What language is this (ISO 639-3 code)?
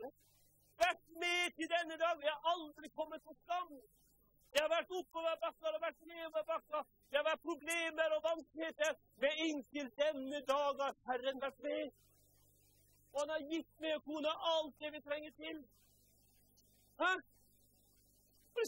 nor